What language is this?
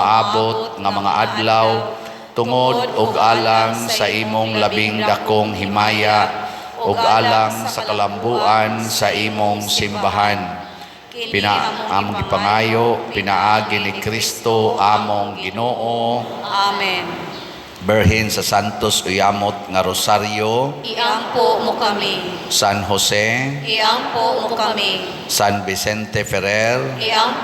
Cebuano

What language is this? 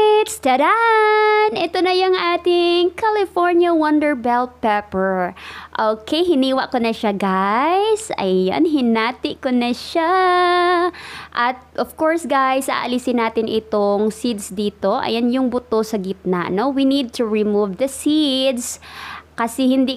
Filipino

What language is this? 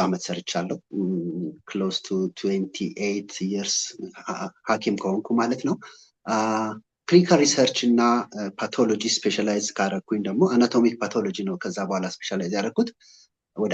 Amharic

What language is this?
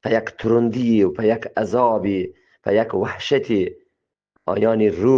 Eastern Balochi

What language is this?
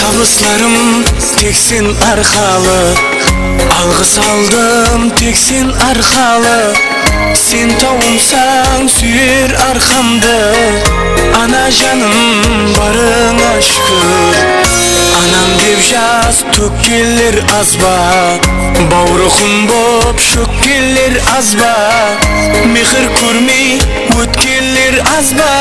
Kara-Kalpak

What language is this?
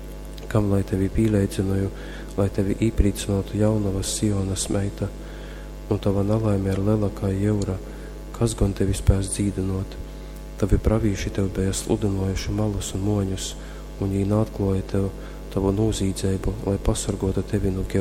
Latgalian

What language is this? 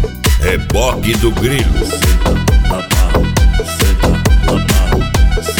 Portuguese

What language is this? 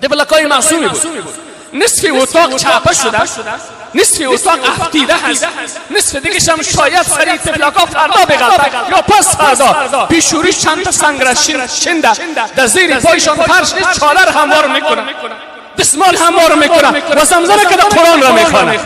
Persian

